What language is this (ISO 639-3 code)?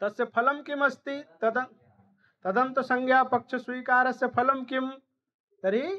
san